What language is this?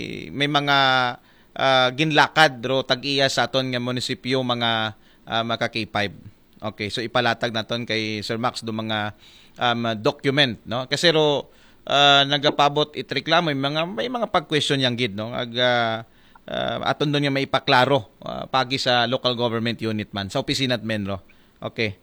Aklanon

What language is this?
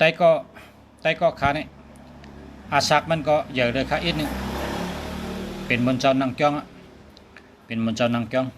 Shan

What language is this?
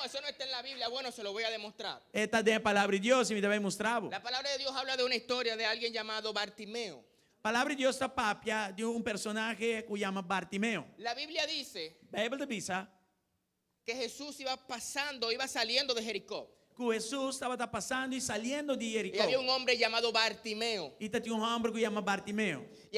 Papiamento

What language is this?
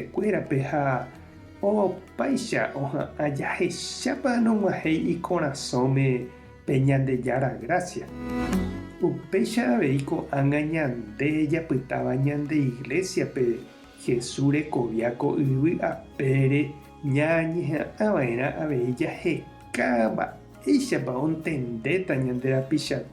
Guarani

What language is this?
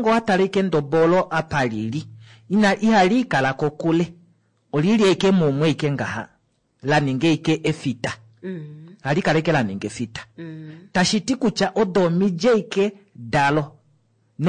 Kuanyama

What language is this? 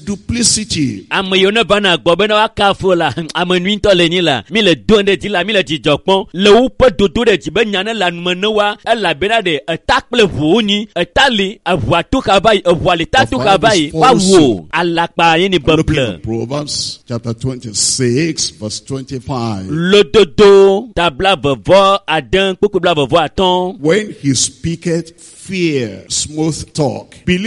Ewe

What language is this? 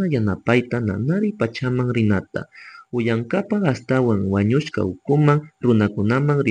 Chimborazo Highland Quichua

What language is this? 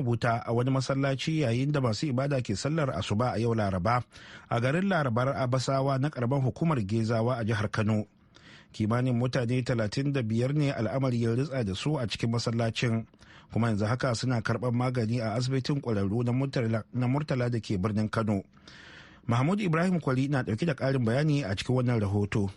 Hausa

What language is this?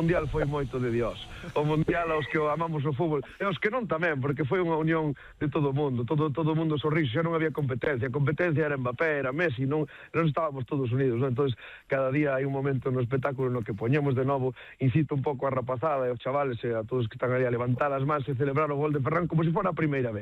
Galician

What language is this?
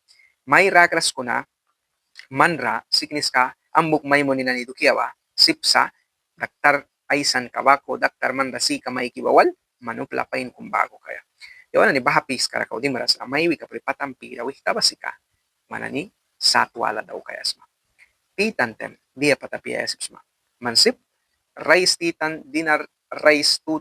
Mískito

